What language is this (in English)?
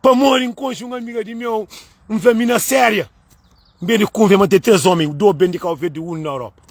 Kabuverdianu